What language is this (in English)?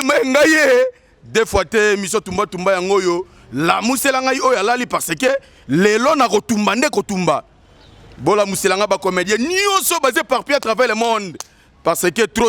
Lingala